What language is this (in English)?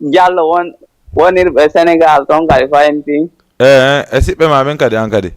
Fula